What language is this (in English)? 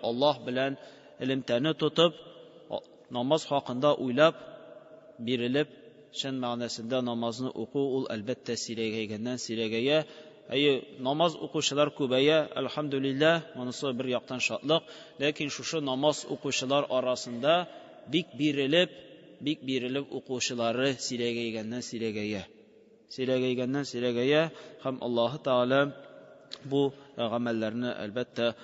Tatar